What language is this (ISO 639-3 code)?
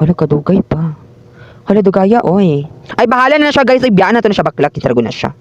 ceb